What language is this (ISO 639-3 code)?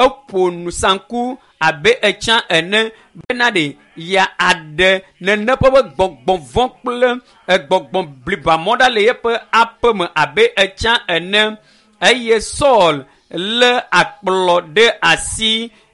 ewe